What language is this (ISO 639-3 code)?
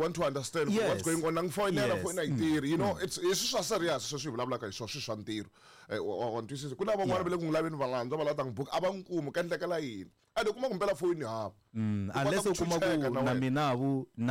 tso